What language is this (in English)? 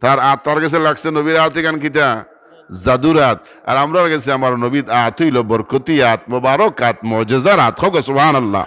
Sylheti